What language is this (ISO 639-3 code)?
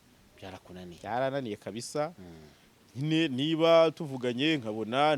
kin